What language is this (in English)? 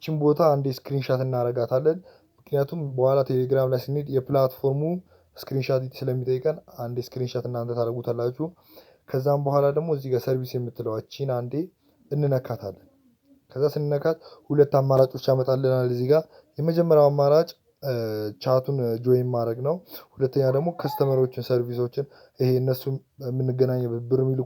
Amharic